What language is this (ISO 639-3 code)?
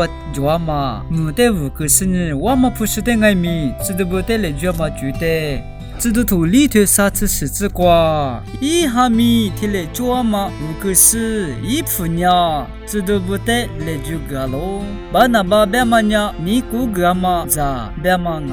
lis